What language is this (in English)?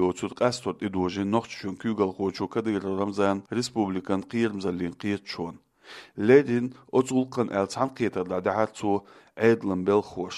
Chechen